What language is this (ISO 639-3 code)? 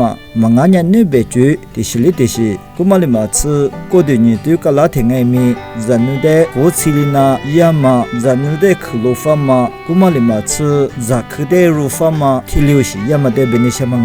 lis